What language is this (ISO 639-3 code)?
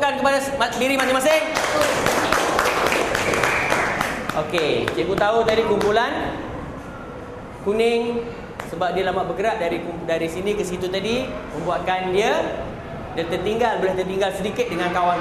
msa